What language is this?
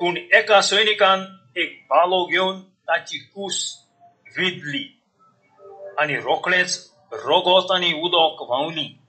Konkani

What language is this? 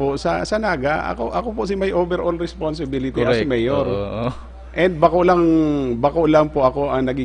Bikol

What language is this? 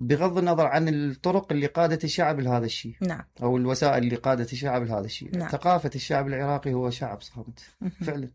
Mesopotamian Arabic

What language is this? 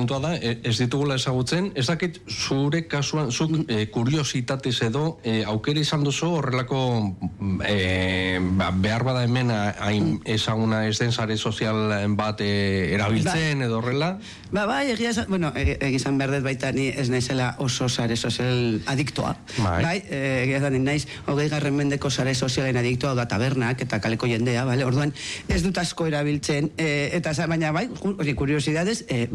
Basque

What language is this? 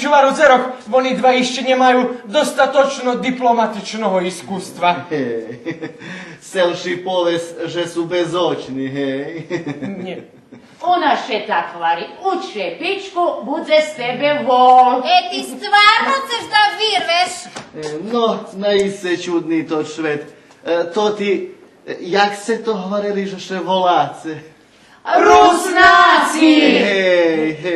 Rusyn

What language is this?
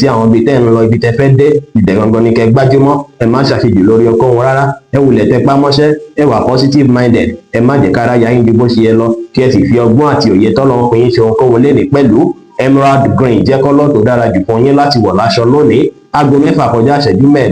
Yoruba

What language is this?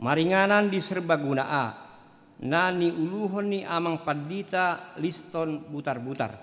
Batak Toba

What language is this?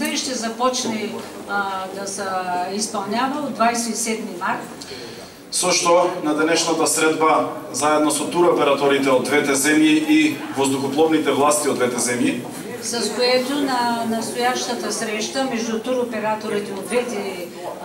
Macedonian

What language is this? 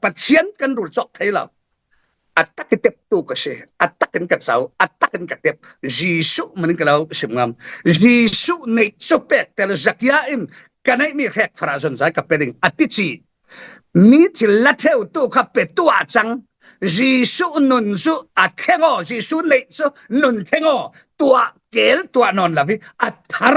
Falam Chin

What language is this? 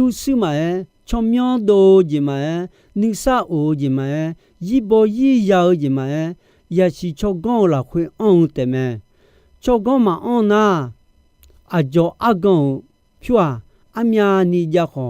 Akha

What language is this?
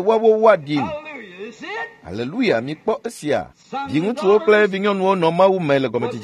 Ewe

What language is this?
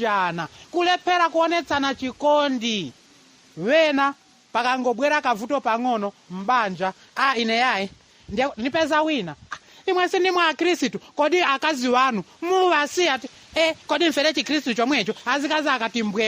Nyanja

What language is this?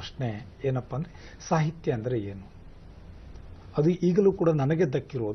Kannada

